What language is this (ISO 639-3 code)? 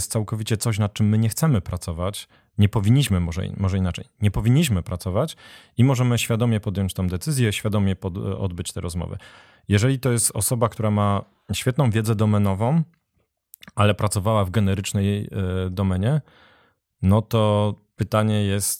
pol